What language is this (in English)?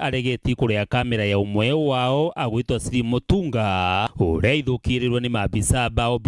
Meru